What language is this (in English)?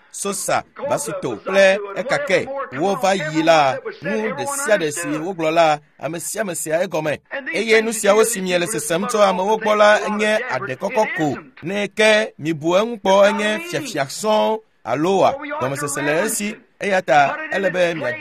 Ewe